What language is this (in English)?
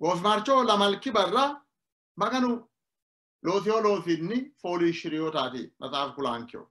Sidamo